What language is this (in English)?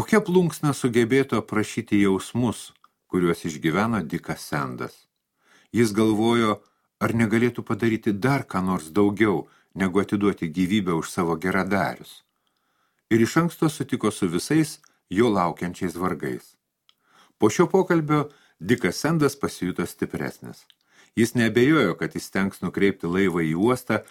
Lithuanian